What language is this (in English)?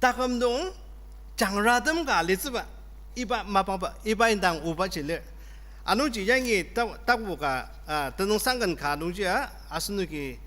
Ao Naga